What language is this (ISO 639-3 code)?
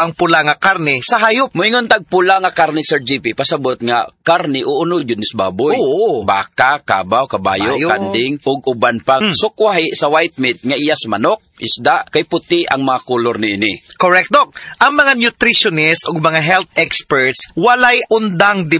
ceb